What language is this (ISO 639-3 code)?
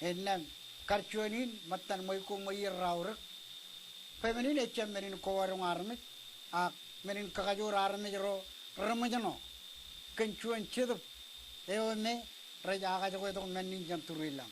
mah